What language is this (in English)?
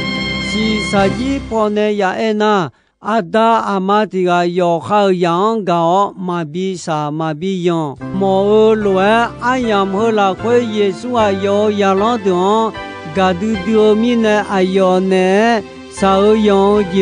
Akha